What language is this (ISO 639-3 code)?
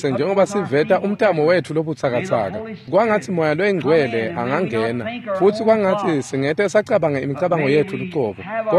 ssw